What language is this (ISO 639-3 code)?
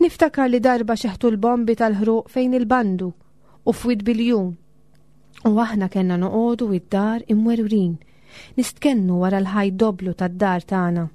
mlt